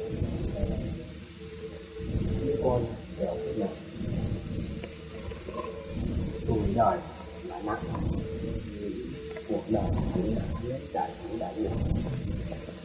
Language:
Vietnamese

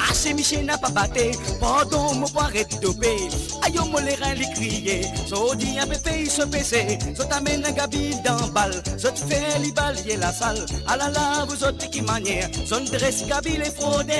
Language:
Morisyen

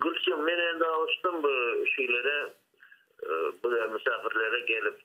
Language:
Crimean Tatar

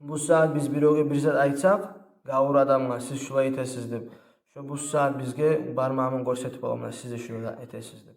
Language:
Kumyk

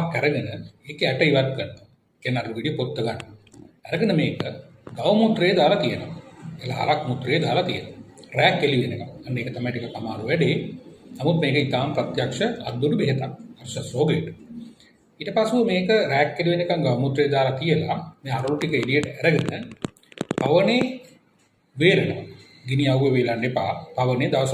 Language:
Sinhala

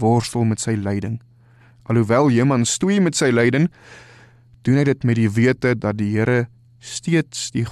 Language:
Afrikaans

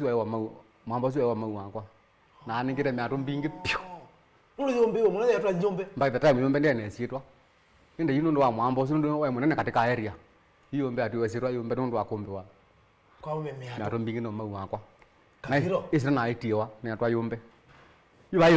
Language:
Kamba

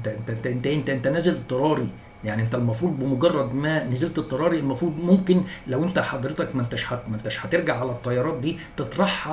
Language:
Egyptian Arabic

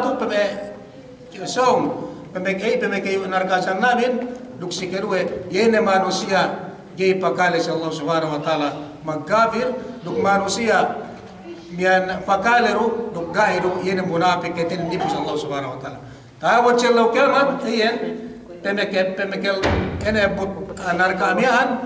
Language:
Yakan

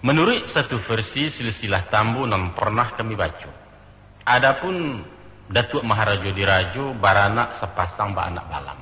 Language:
Minangkabau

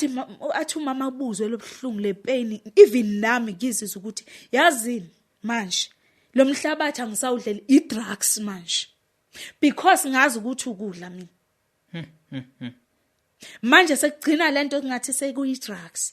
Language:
Zulu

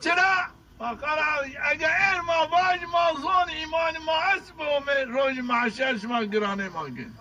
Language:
Zaza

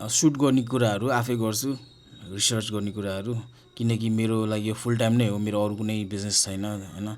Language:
Nepali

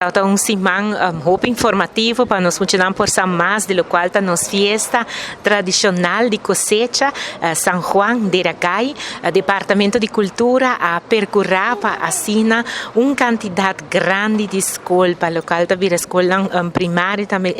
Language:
Papiamento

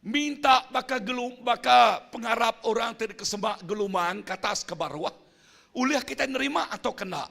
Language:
Iban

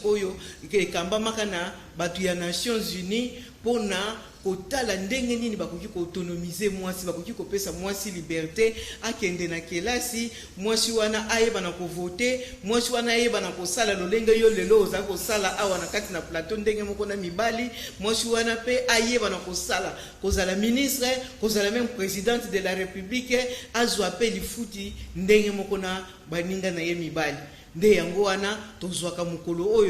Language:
Lingala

